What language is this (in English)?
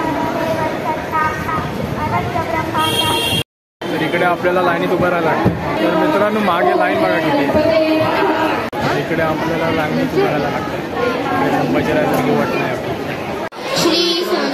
Marathi